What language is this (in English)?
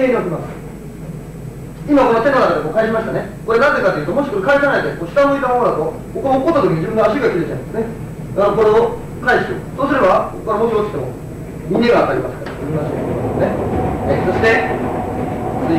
Japanese